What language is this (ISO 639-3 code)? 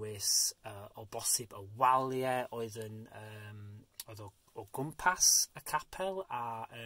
cym